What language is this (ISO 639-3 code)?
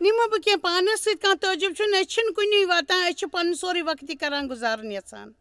kas